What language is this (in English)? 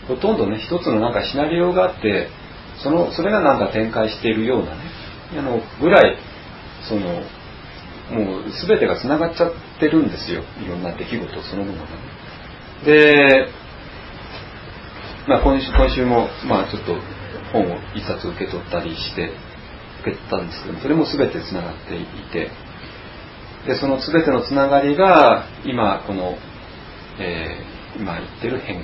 Japanese